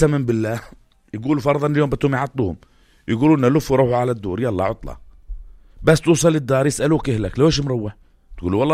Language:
North Levantine Arabic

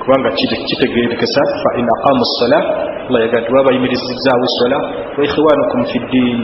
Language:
Ganda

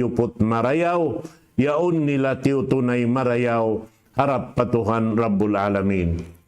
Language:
Tausug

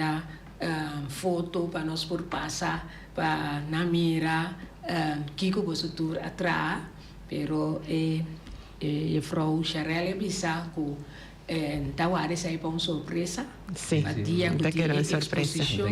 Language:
Papiamento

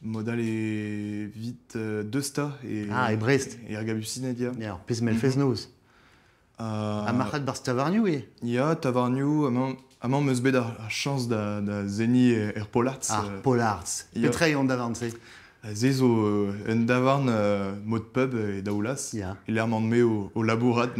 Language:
Breton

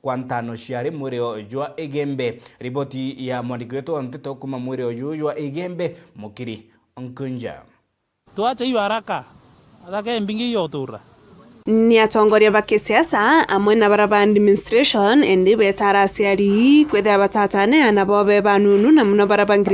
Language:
Meru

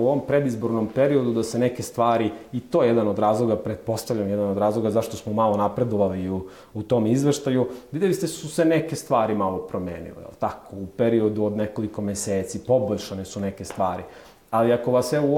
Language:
Serbian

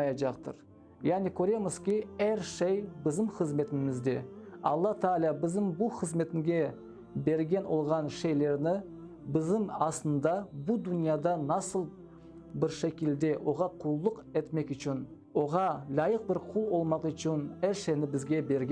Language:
Crimean Tatar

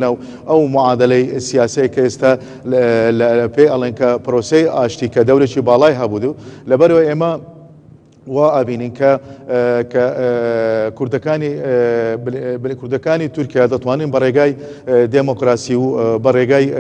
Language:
Central Kurdish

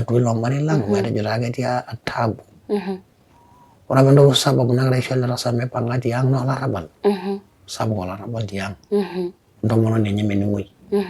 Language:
Masai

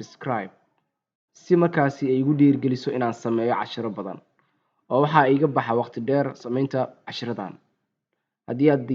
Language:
Somali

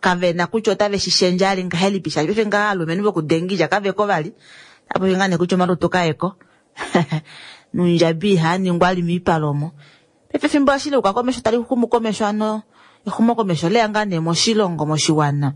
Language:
Kuanyama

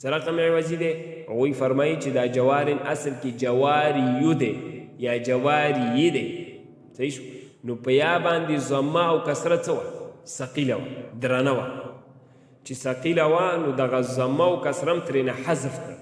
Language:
Pashto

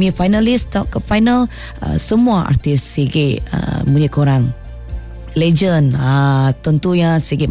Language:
Malay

